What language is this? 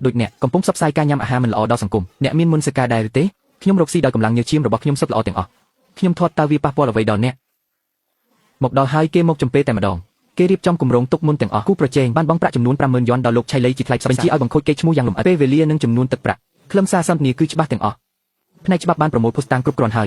Khmer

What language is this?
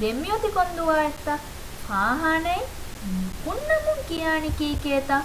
Divehi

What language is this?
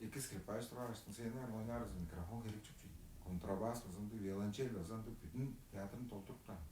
Tuvinian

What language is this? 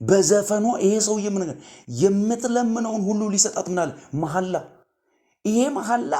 Amharic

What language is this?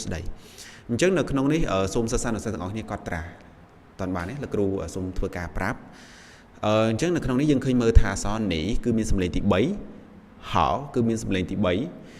Khmer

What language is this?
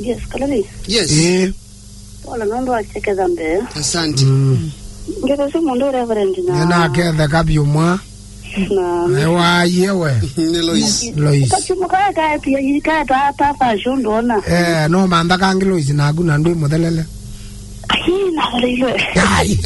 Kamba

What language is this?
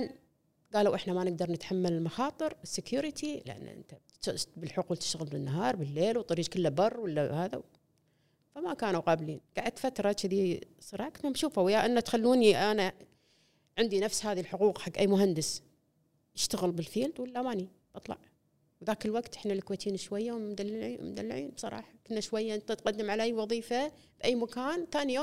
Gulf Arabic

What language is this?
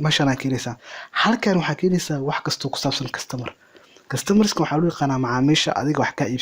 Somali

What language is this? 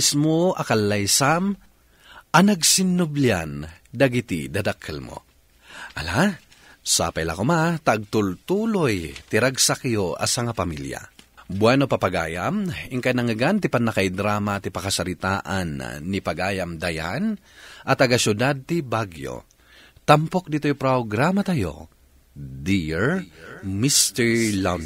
Iloko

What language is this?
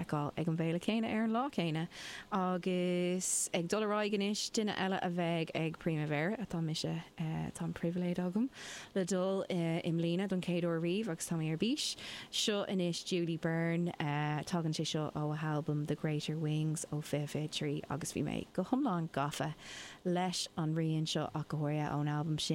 Irish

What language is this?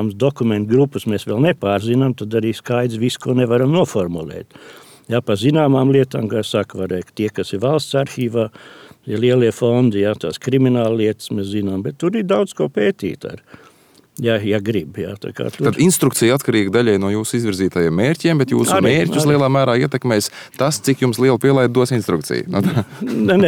Latvian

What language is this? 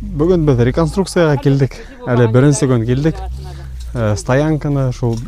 Bashkir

